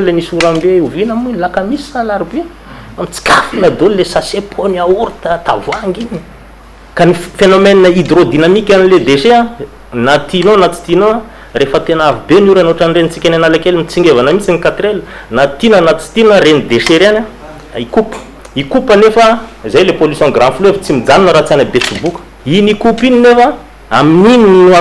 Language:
Malagasy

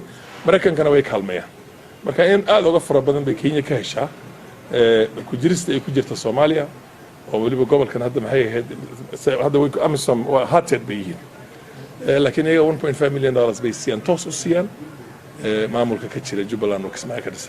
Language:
Somali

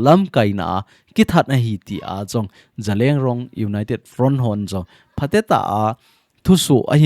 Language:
Thado Chin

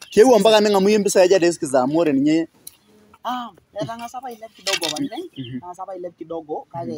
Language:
Masai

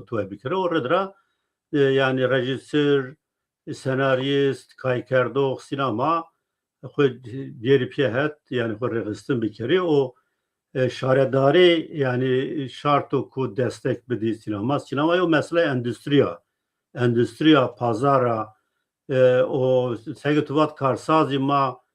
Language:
Zaza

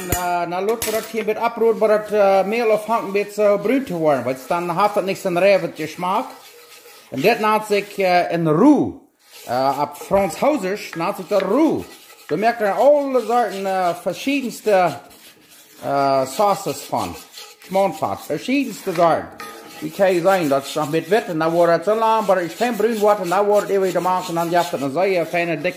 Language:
Plautdietsch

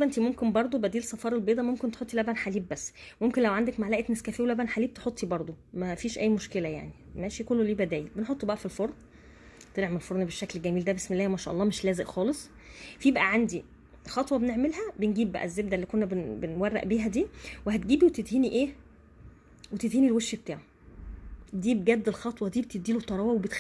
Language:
Egyptian Arabic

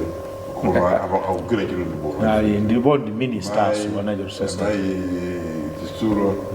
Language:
Nyanja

